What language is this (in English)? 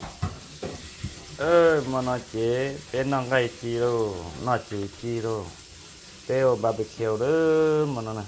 Hmong